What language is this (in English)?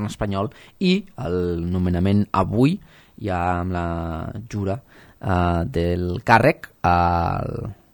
Catalan